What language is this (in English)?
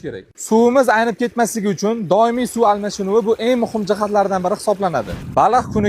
Uzbek